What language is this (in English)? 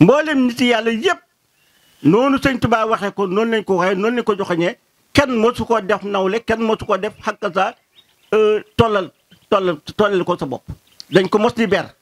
Wolof